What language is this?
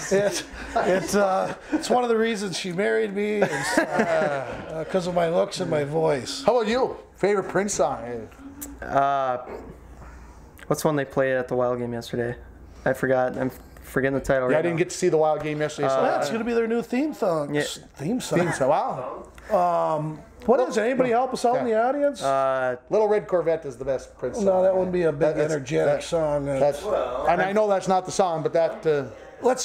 English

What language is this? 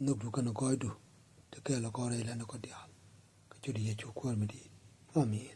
Nuer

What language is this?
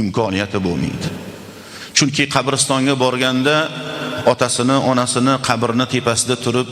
Uzbek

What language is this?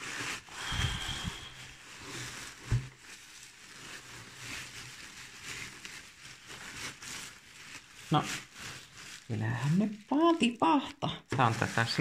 Finnish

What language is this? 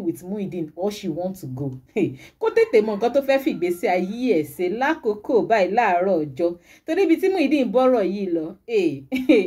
Yoruba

